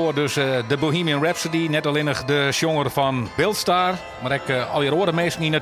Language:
Western Frisian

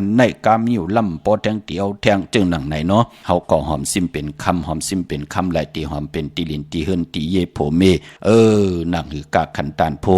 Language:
Shan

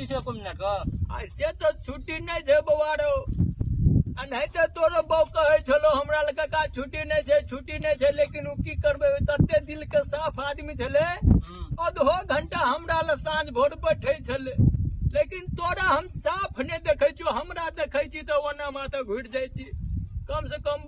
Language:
Maithili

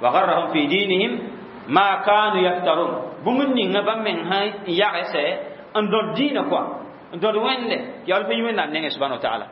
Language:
Mossi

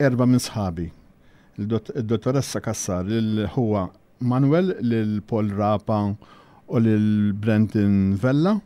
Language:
Maltese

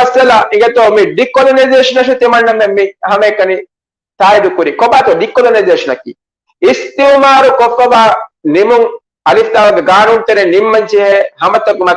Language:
Divehi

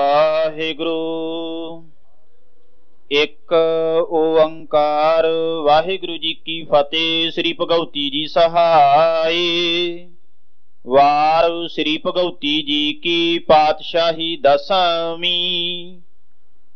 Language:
Punjabi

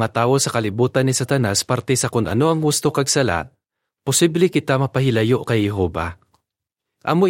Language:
Hiligaynon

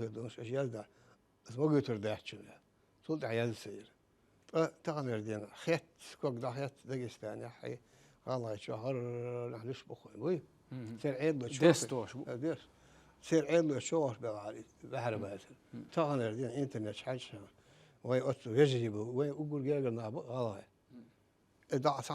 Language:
Chechen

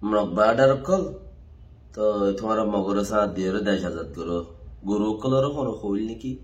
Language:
Rohingya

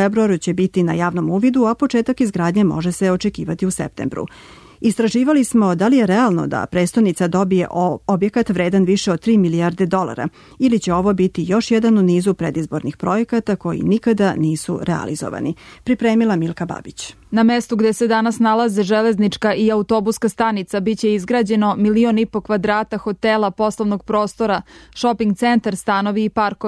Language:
Serbian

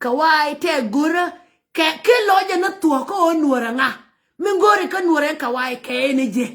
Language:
Nuer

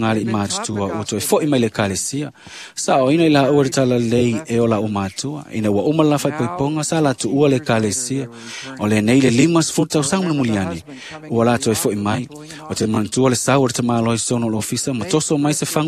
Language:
Samoan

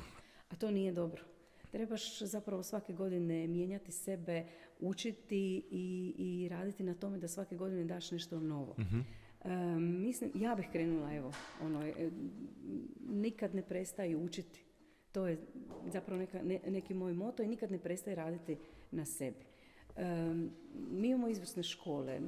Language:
Croatian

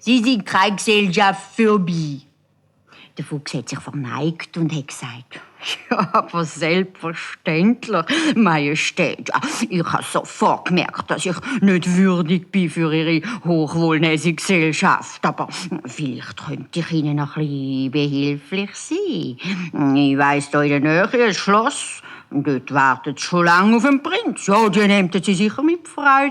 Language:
Swiss German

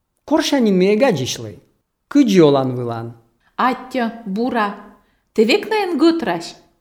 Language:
Lithuanian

